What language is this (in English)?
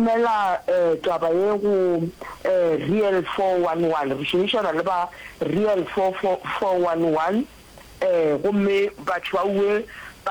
Northern Sotho